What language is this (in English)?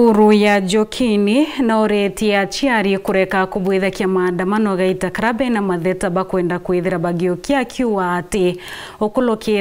Meru